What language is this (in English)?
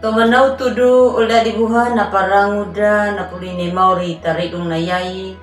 Anakalangu